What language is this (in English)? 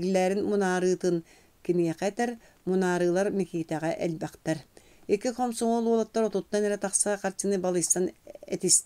Yakut